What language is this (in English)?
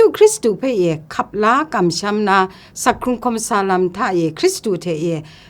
Kachin